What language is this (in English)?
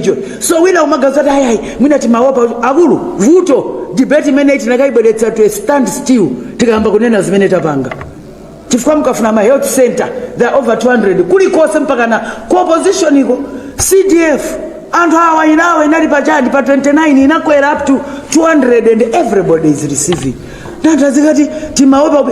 Nyanja